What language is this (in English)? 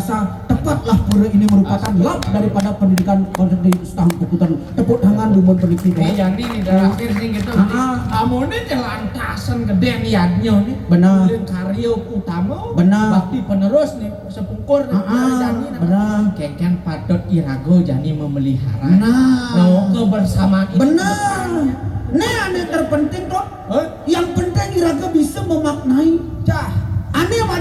Balinese